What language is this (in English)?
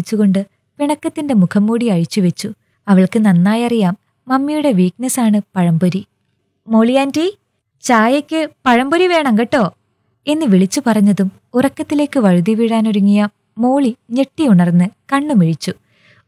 Malayalam